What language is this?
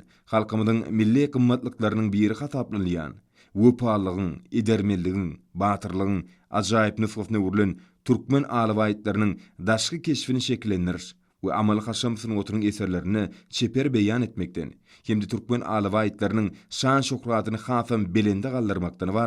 Turkmen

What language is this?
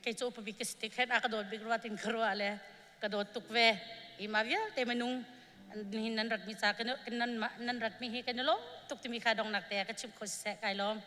Hakha Chin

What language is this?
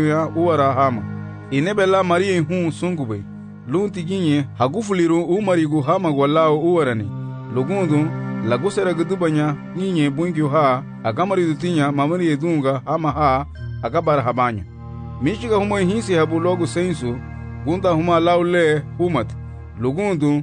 Garifuna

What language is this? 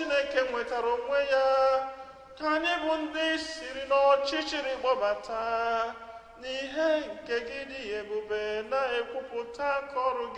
Igbo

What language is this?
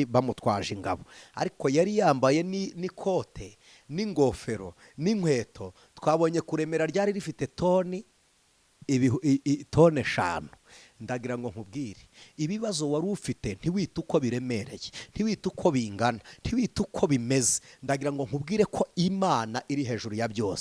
Kinyarwanda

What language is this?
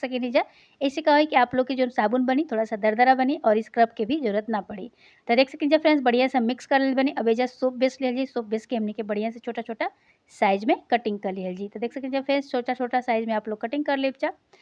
Bhojpuri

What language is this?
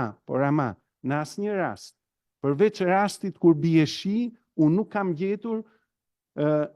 Albanian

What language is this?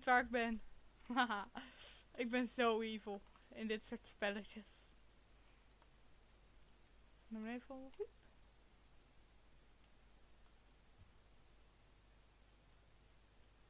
Dutch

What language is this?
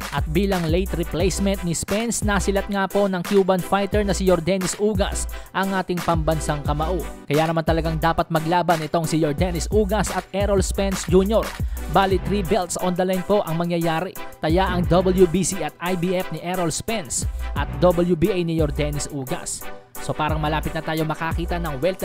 Filipino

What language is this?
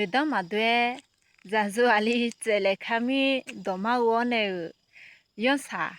Akha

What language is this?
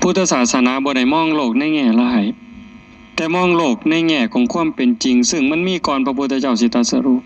Northeastern Thai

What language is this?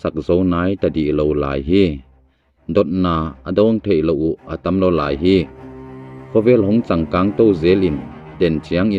Tedim Chin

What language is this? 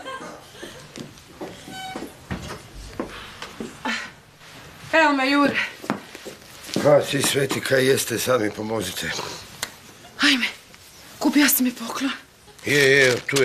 Croatian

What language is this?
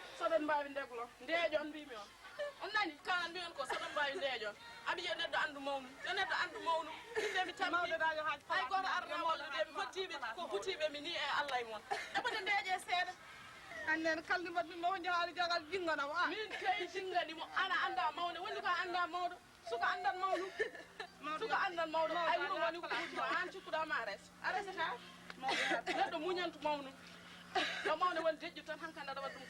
Fula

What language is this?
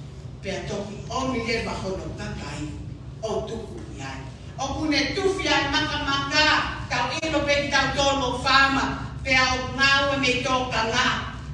Tongan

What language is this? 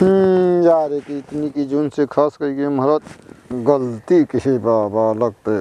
Awadhi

